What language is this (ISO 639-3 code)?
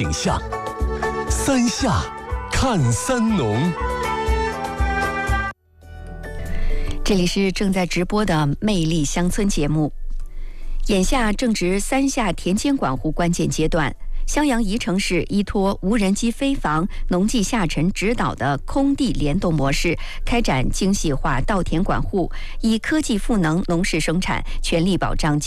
zho